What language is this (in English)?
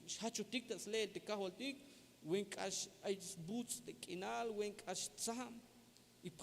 Tzeltal